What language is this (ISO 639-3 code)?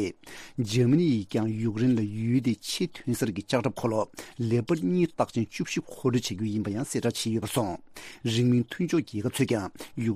bod